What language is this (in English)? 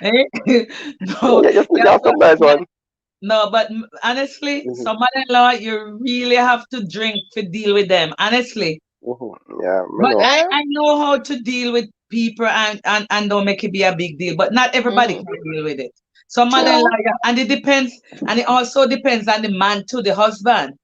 Jamaican Creole English